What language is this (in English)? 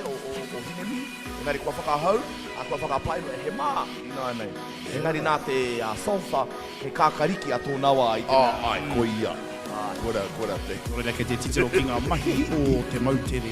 Māori